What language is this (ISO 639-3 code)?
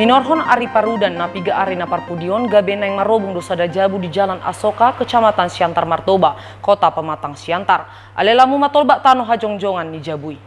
bbc